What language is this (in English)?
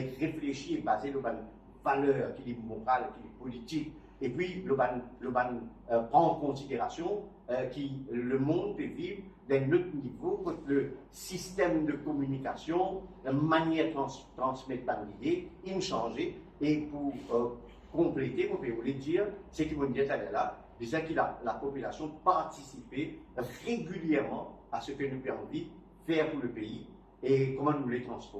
Morisyen